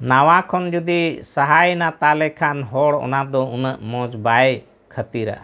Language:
Santali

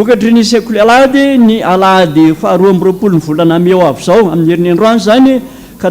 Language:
Malagasy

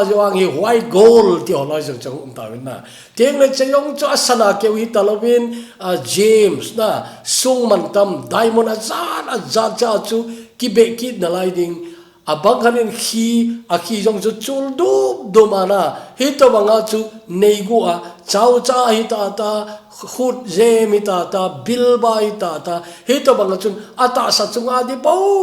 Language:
Thado Chin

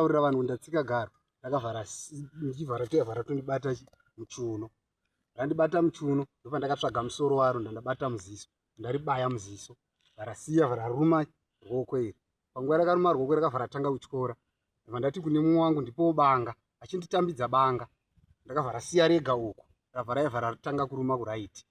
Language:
Shona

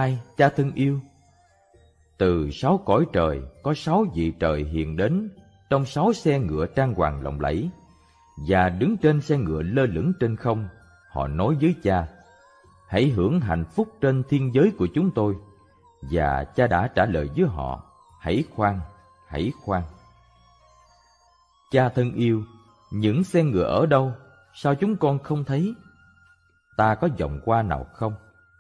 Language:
Vietnamese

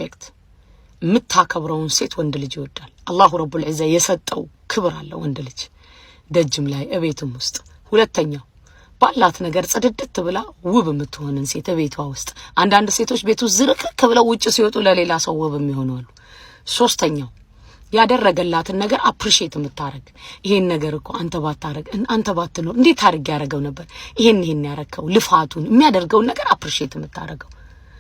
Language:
Amharic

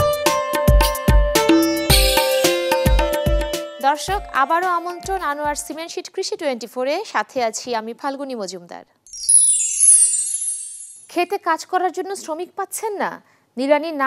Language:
Bangla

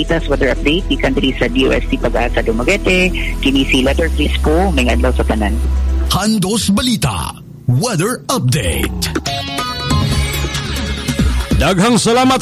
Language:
Cebuano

